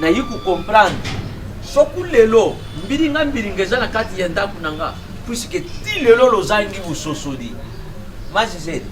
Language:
Lingala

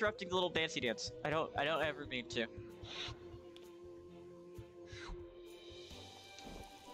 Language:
English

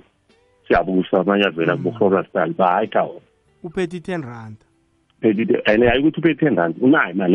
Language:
South Ndebele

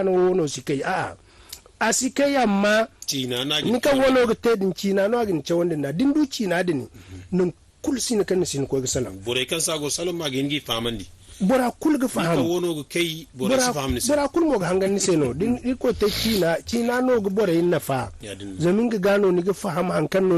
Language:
Zarma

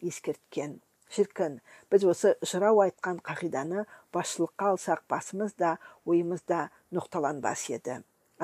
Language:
Kazakh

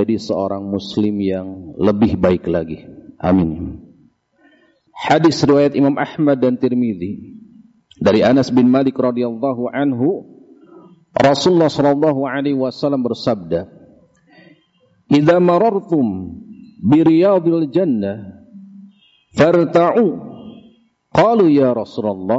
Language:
Indonesian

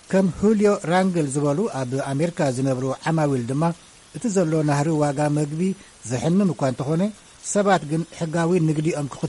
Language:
Tigrinya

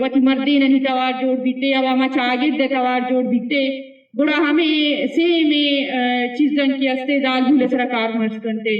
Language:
Eastern Balochi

